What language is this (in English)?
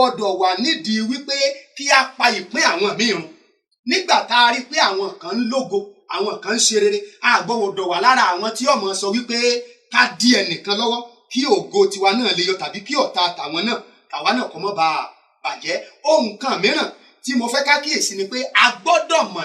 Yoruba